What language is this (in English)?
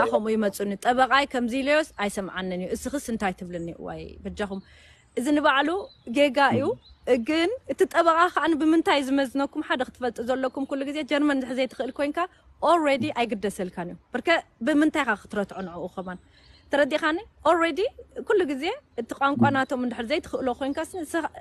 Tigrinya